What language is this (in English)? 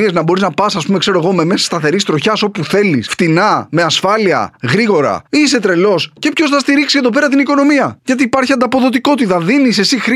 Greek